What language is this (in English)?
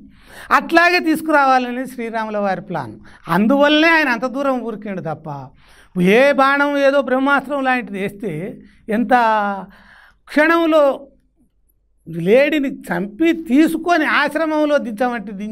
Telugu